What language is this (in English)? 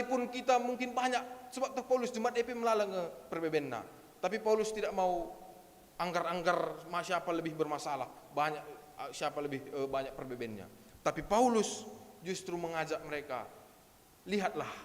Batak Karo